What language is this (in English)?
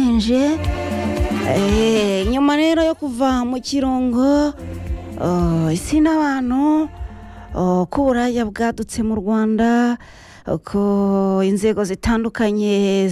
Kinyarwanda